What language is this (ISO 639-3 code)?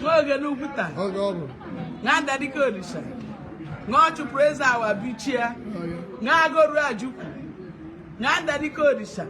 ibo